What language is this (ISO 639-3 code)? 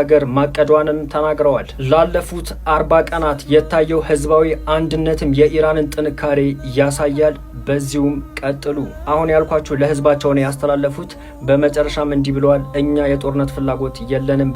amh